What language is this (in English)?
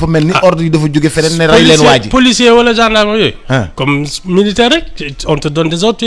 Wolof